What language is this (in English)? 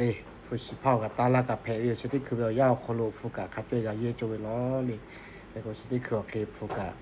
Lahu